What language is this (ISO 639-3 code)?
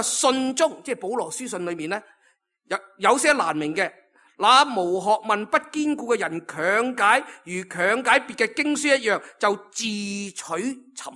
yue